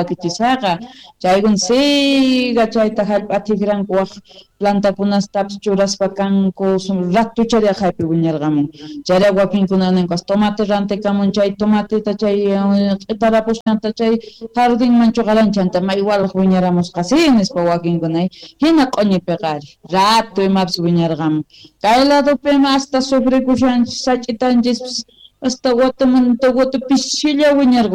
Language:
South Bolivian Quechua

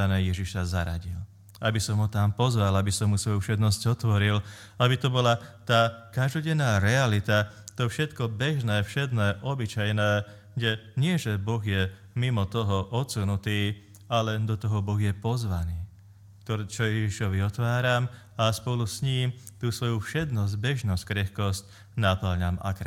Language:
Slovak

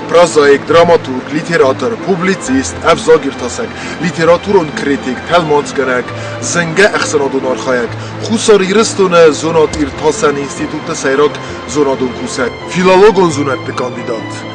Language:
Ossetic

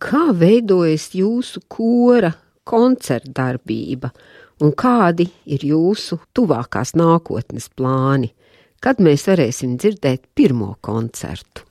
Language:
Latvian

